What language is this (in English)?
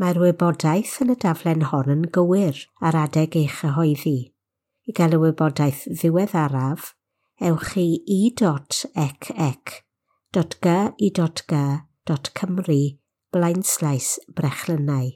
Welsh